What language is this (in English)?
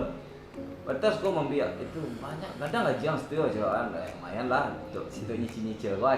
Minangkabau